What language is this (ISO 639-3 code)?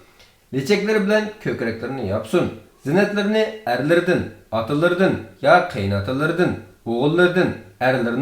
uig